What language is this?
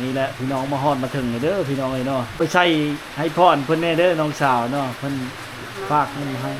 Lao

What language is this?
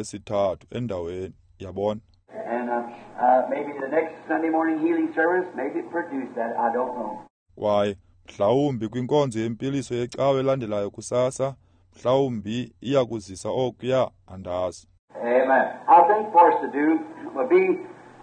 Xhosa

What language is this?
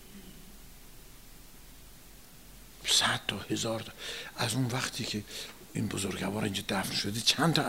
Persian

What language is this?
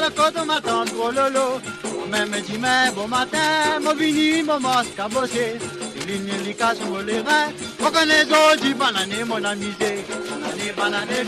Morisyen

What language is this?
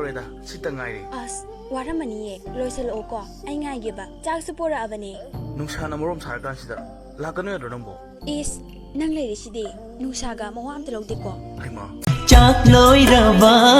Manipuri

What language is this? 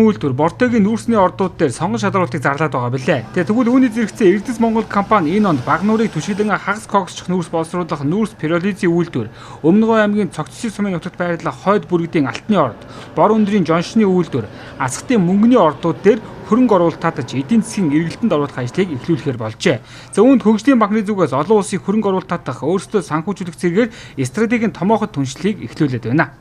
Mongolian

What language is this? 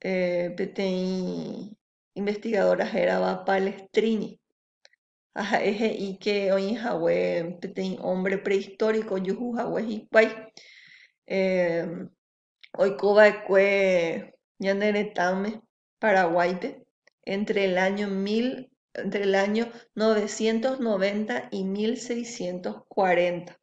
Guarani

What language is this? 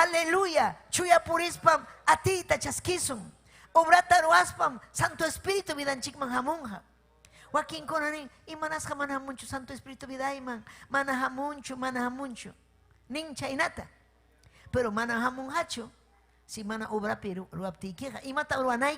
Ayacucho Quechua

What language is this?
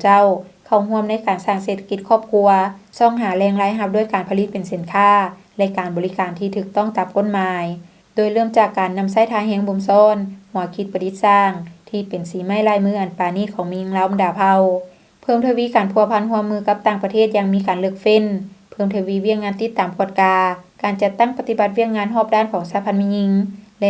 Lao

